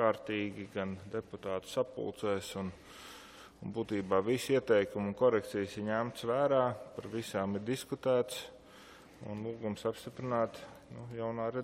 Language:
Latvian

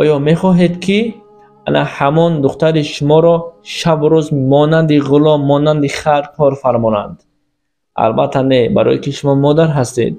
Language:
Tajik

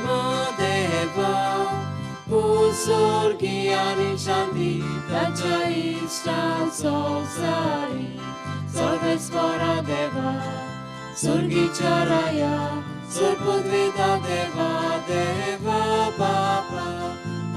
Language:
Konkani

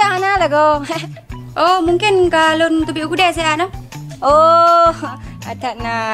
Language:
Achinese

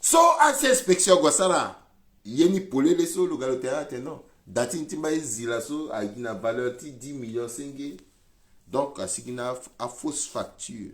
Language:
Sango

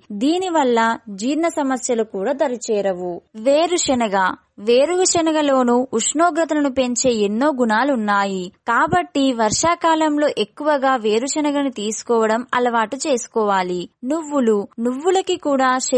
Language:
Telugu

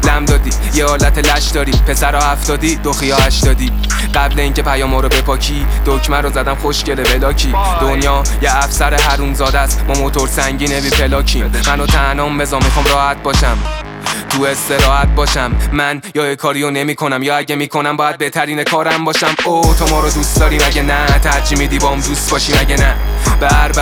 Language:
Persian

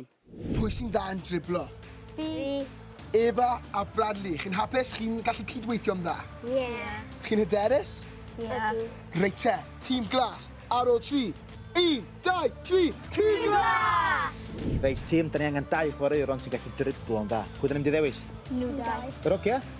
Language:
Welsh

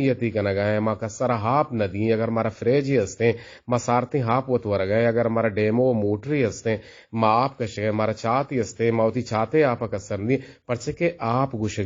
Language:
Eastern Balochi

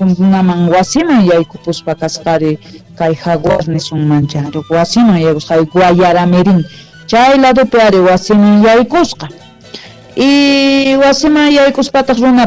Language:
Quechua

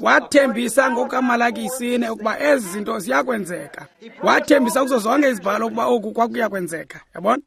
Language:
Xhosa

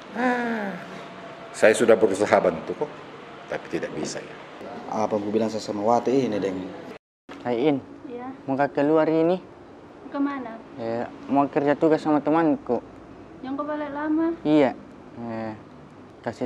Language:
Makassar Malay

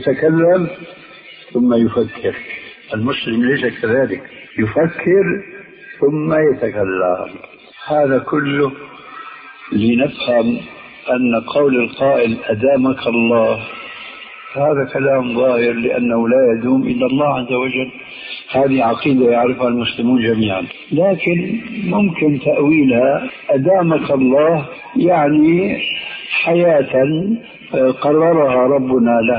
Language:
Arabic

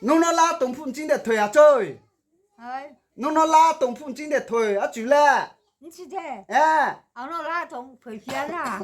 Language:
Riang (India)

